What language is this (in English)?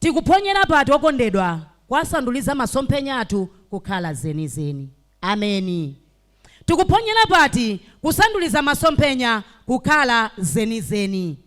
Nyanja